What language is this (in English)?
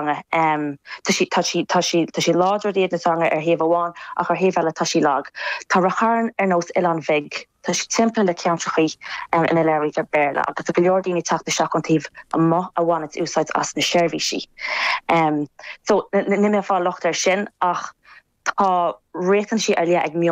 Irish